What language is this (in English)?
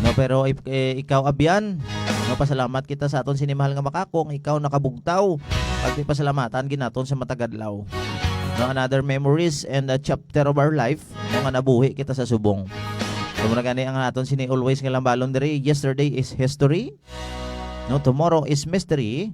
Hiligaynon